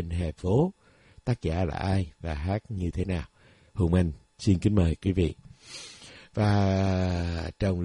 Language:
Vietnamese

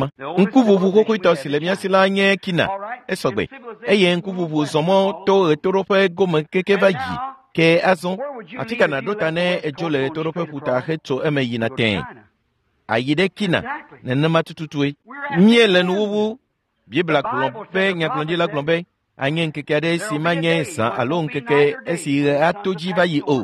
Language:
Ewe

